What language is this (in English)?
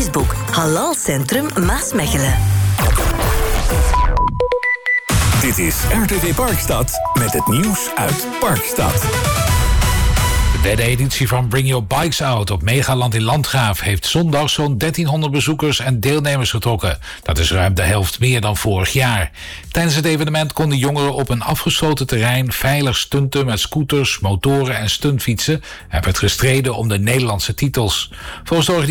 Dutch